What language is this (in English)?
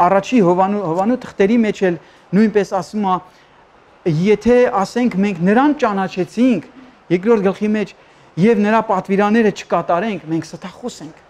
Armenian